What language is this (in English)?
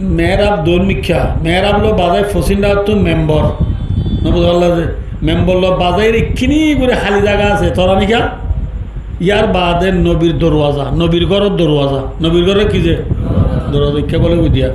Rohingya